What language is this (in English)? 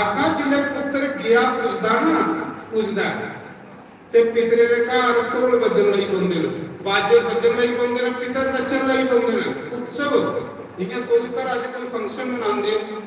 Dogri